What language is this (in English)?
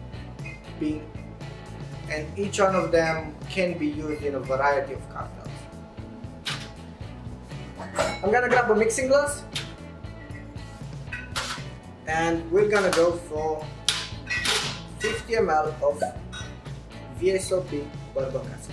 English